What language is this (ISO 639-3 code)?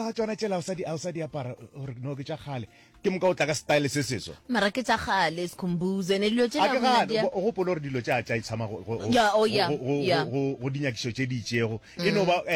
nso